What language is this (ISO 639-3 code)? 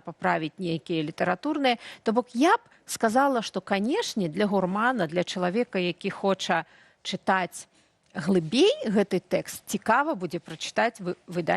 bel